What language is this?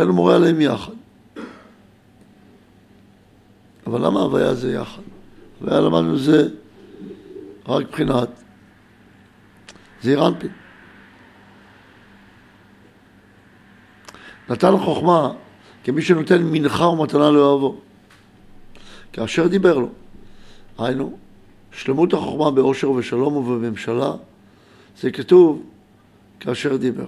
Hebrew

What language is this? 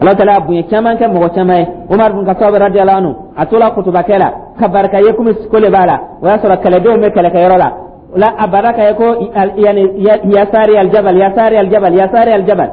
Dyula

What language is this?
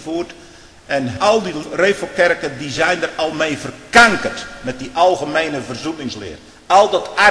Dutch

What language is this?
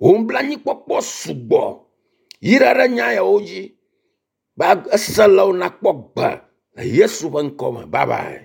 Ewe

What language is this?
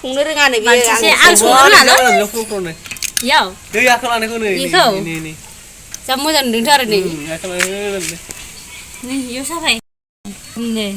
Bodo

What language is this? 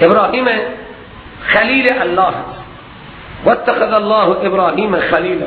Persian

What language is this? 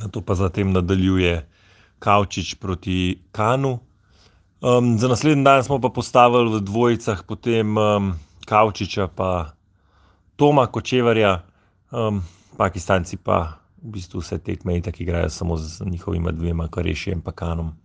Slovenian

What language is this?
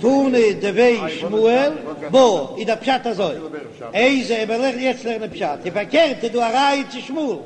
Yiddish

